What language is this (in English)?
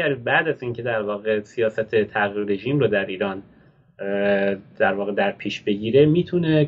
Persian